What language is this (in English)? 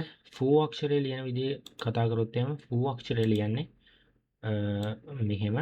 Sinhala